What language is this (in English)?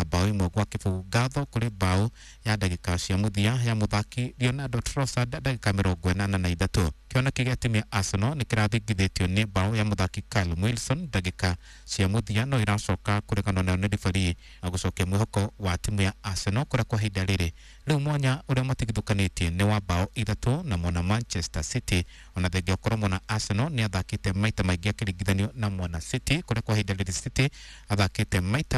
Kikuyu